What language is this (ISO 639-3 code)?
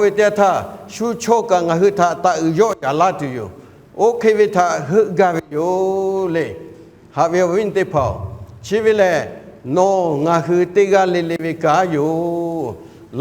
lhu